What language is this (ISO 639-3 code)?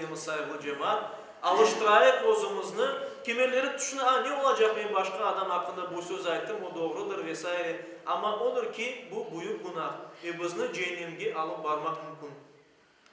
crh